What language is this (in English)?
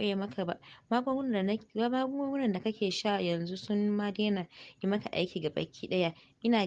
Hausa